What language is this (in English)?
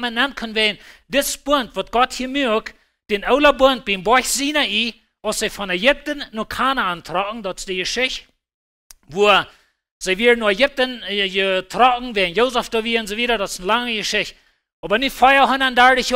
Plautdietsch